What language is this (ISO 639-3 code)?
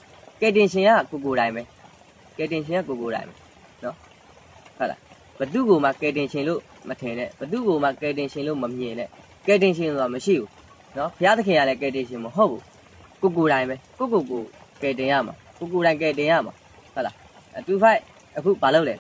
mya